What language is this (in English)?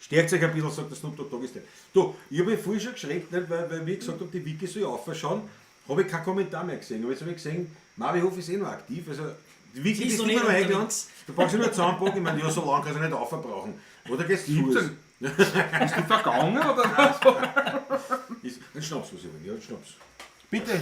Bavarian